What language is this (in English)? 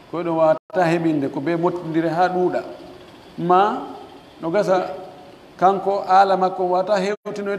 Pular